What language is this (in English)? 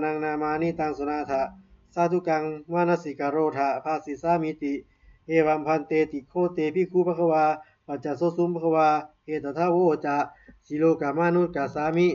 Pali